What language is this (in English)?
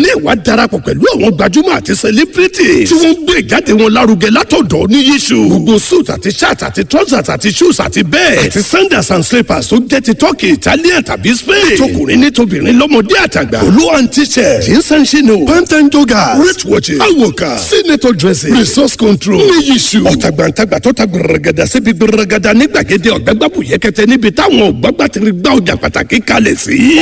Yoruba